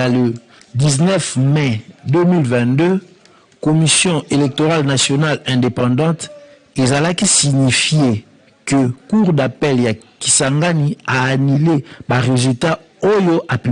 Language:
Lingala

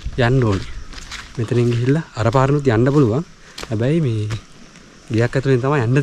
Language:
Sinhala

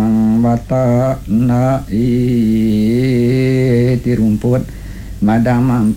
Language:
Iban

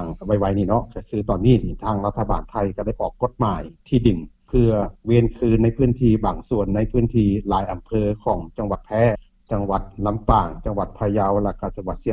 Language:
Lao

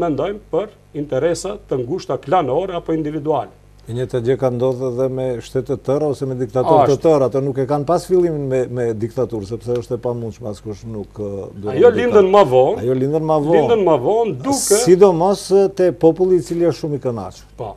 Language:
Albanian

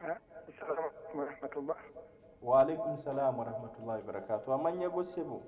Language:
Ganda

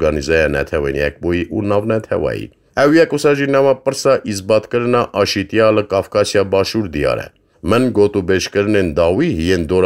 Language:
Kurdish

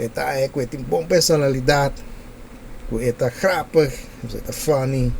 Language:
Papiamento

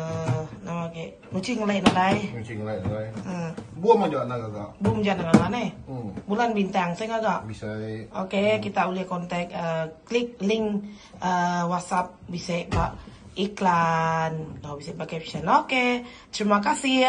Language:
Iban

